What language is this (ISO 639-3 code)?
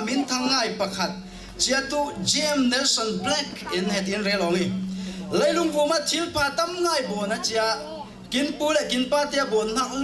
cfm